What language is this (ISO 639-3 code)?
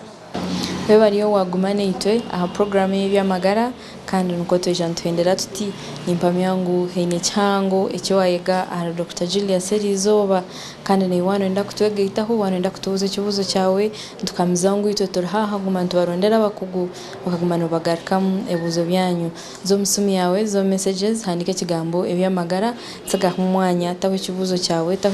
nyn